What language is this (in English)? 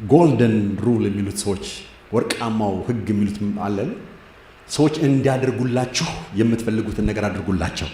Amharic